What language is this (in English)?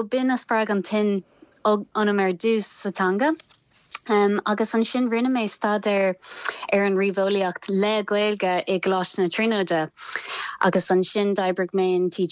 Irish